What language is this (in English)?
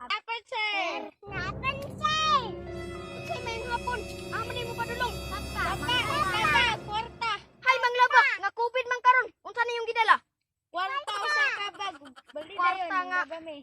Cebuano